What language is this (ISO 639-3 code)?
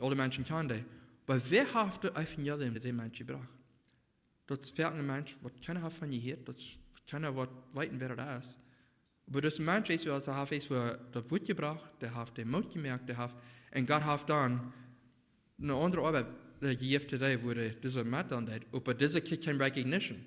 pdt